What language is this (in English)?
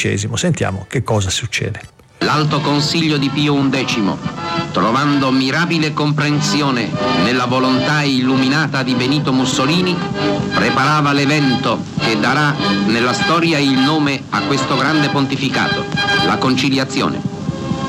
Italian